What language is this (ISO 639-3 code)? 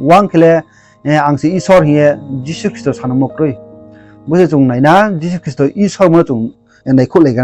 ria